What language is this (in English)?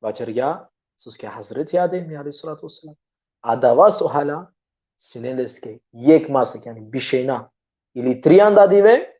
Balkan Romani